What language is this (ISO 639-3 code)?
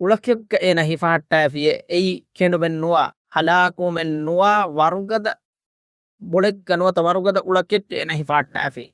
div